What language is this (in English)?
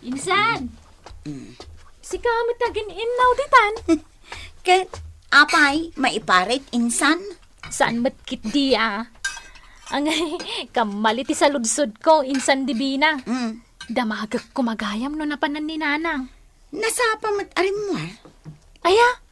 Iloko